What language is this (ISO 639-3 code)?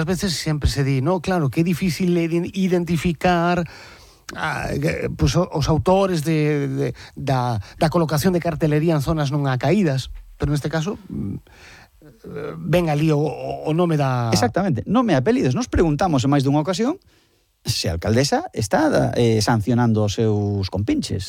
glg